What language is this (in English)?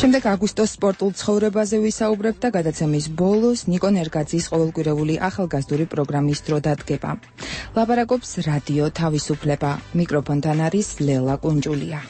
Georgian